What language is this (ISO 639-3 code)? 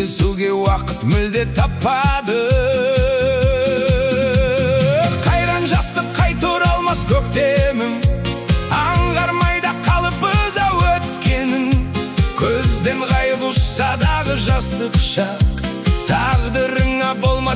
kaz